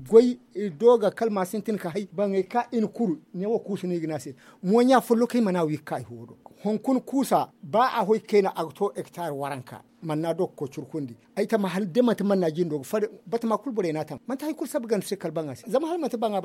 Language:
Zarma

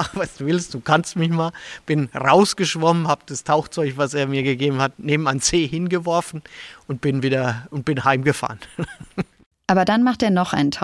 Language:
German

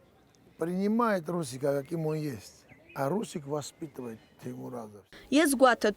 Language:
Abkhazian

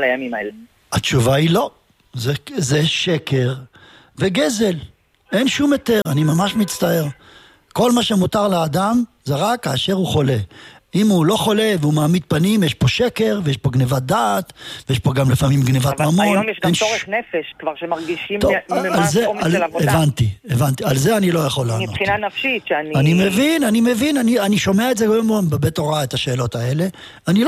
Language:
Hebrew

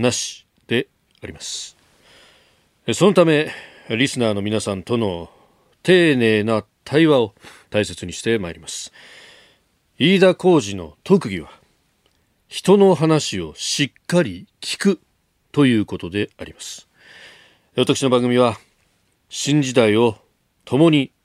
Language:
Japanese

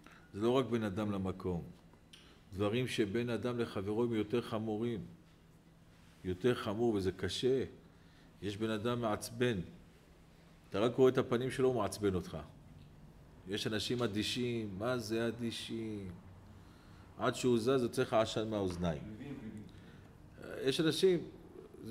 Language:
Hebrew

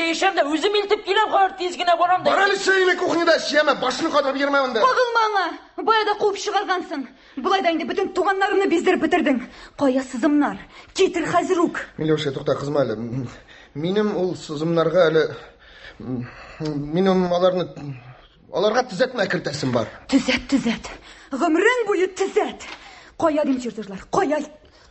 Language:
Tatar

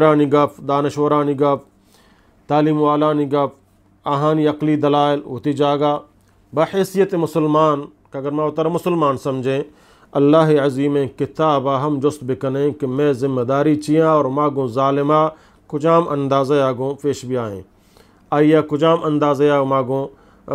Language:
Eastern Balochi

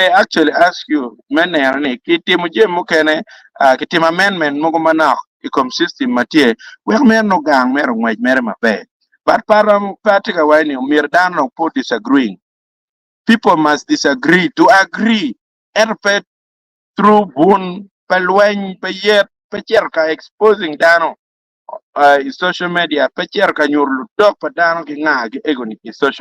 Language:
Acoli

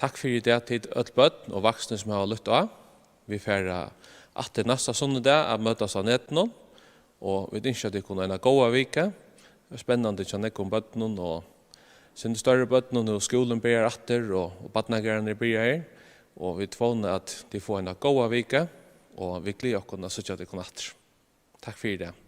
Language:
Faroese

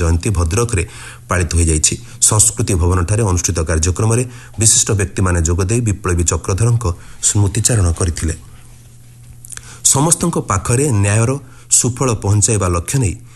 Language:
Odia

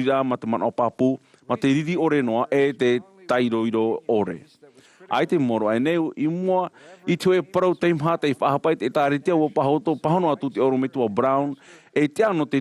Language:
Tahitian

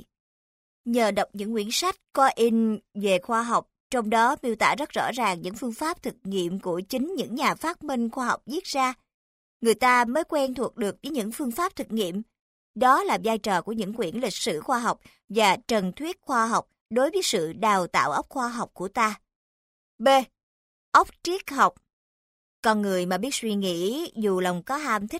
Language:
Vietnamese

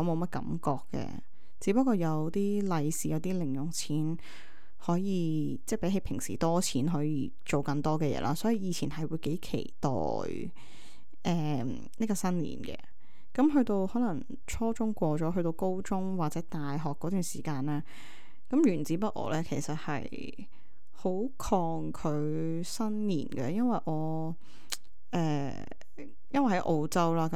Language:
Cantonese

